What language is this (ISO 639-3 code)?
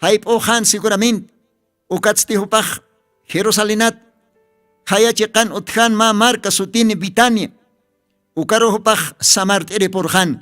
aym